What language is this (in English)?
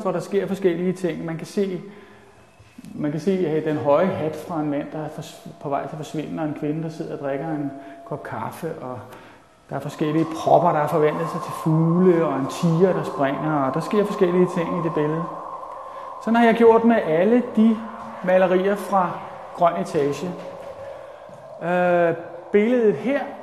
Danish